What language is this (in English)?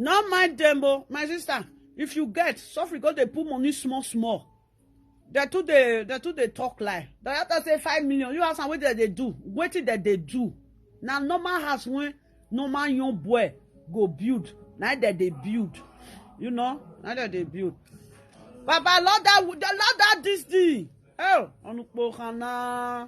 Nigerian Pidgin